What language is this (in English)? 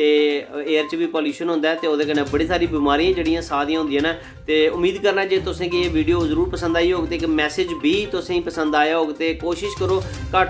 Dogri